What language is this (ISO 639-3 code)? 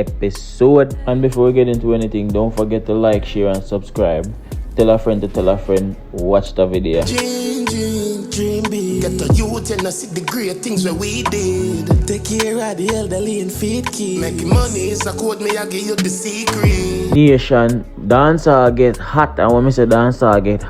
jam